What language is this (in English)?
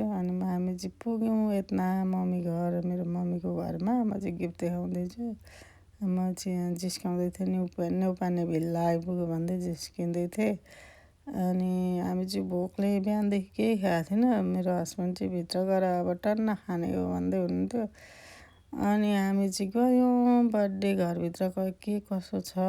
Nepali